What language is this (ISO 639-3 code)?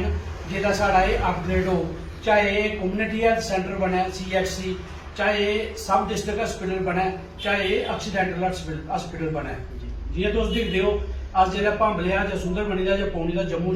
doi